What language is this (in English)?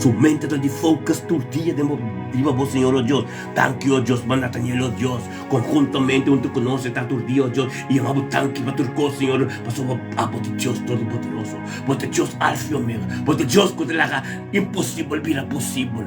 Papiamento